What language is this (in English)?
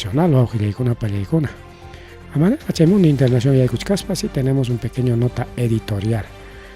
Ayacucho Quechua